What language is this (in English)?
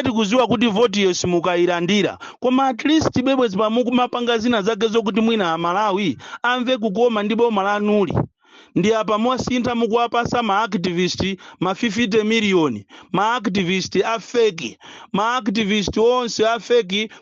Nyanja